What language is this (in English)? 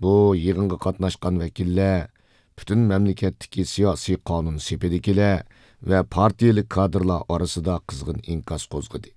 Uyghur